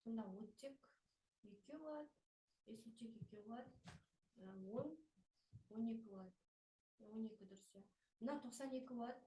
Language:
Kazakh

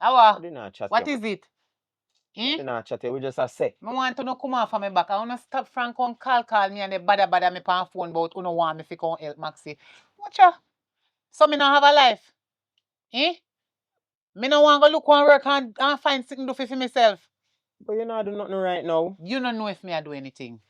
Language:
Jamaican Creole English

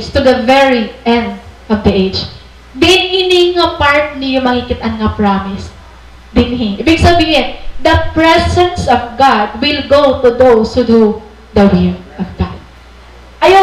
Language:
Waray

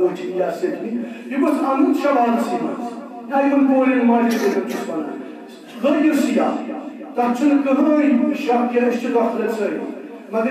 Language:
Kashmiri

